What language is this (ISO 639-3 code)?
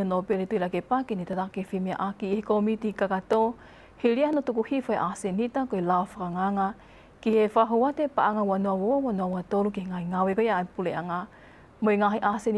ton